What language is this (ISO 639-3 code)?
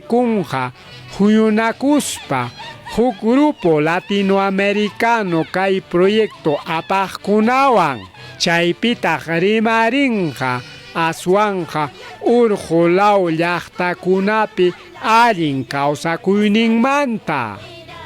quy